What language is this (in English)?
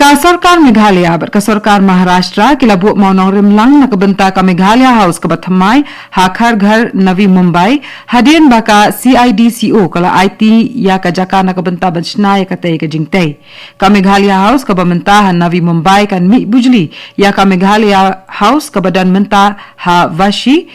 Khasi